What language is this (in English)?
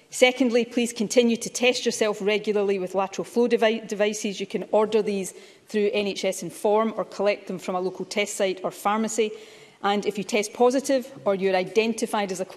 English